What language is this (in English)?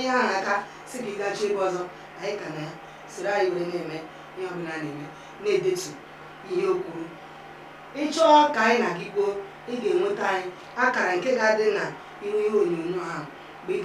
Igbo